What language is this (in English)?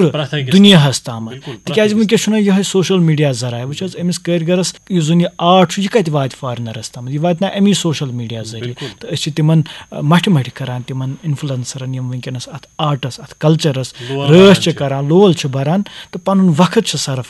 Kashmiri